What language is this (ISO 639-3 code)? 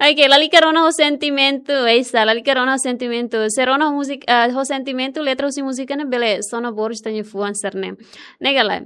tet